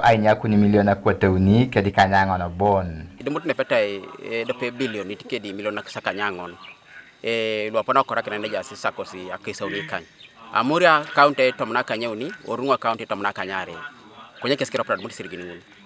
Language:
Teso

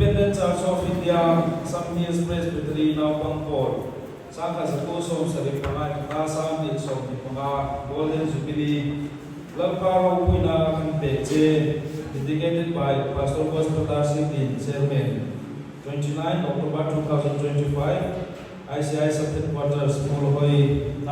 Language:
Hmar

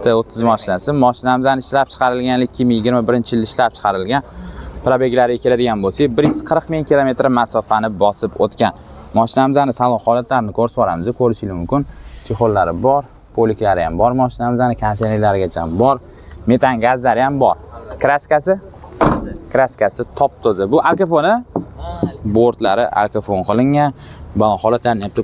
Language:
Uzbek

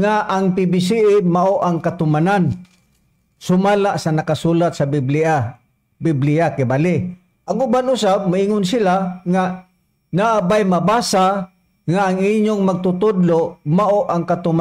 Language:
Cebuano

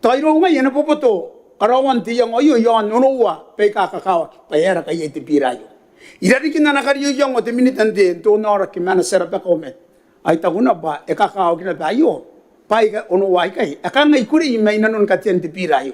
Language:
Gilbertese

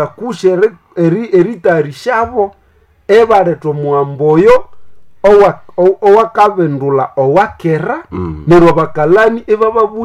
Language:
Nande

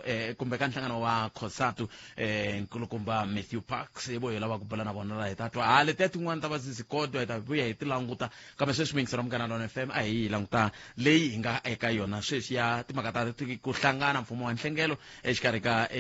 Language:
Tsonga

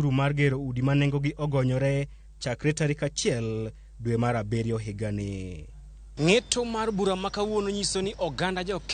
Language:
Luo (Kenya and Tanzania)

